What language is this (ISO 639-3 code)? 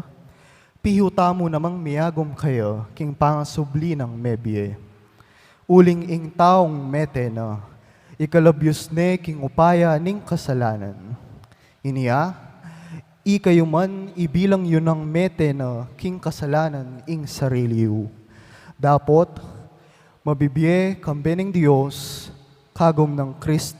pam